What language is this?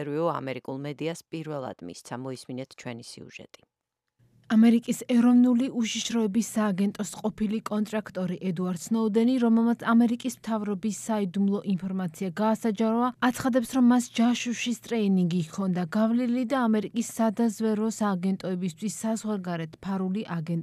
Georgian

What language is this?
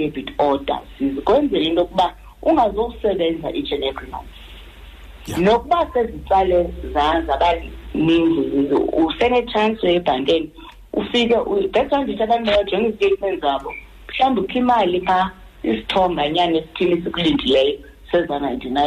Xhosa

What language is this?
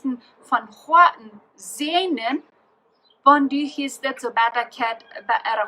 Plautdietsch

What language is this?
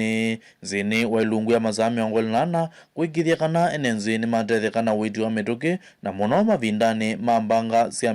Kamba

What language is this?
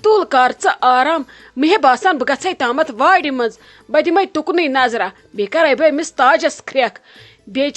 Kashmiri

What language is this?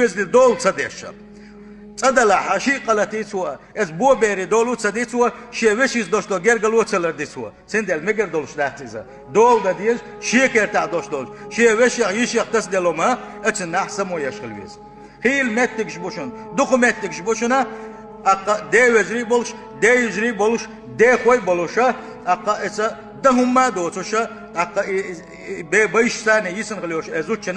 Chechen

